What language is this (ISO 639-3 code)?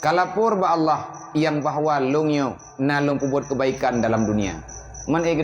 ace